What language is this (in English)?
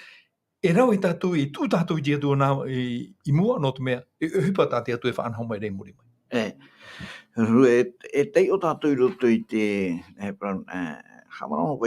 Tahitian